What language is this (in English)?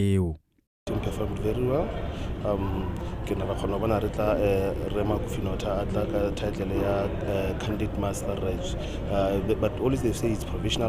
Tswana